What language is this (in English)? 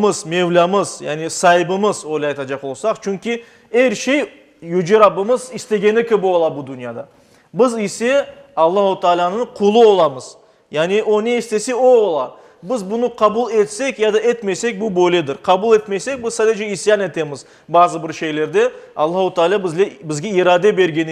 Crimean Tatar